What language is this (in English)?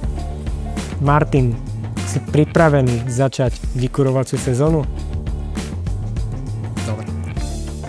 Slovak